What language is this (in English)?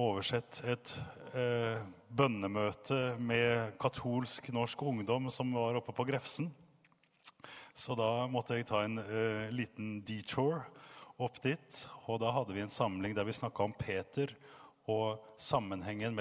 Norwegian